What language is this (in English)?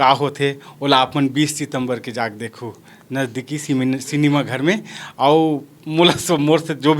Chhattisgarhi